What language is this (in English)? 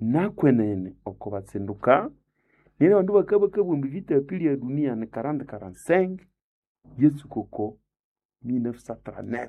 Nande